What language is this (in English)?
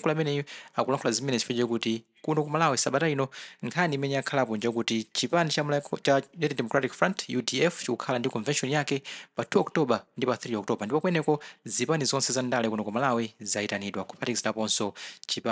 Nyanja